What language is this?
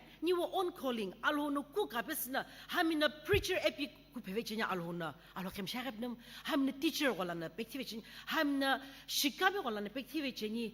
Sumi Naga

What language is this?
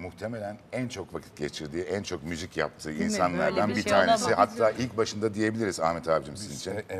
Turkish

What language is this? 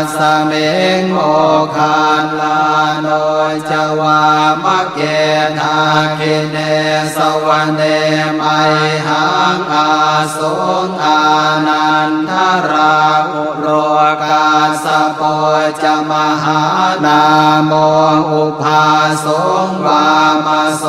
Pali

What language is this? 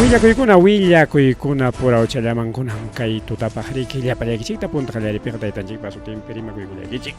Ayacucho Quechua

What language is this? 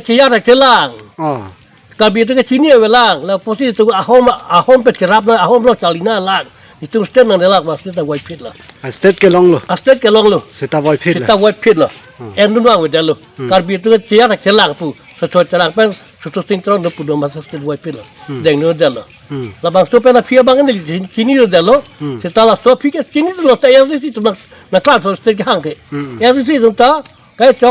Karbi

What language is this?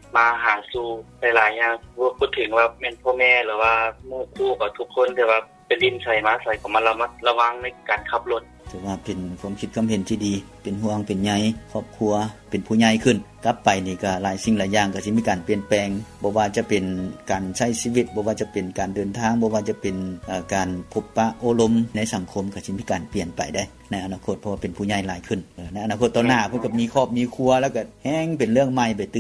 Lao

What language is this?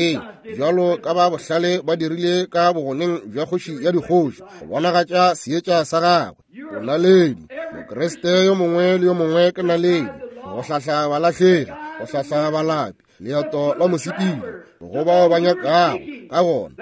Northern Sotho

